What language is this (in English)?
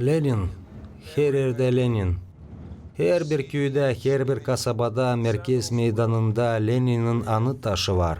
Gagauz